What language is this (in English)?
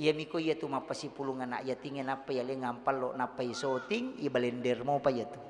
Buginese